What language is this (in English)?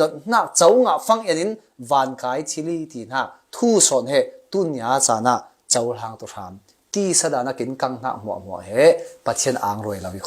Falam Chin